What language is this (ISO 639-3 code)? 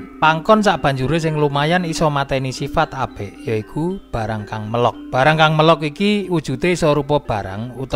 jav